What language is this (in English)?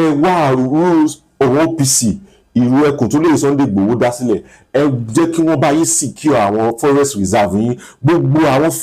Yoruba